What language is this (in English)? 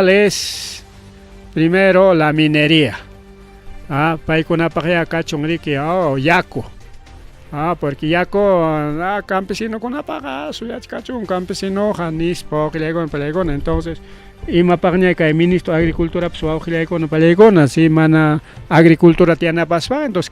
Ayacucho Quechua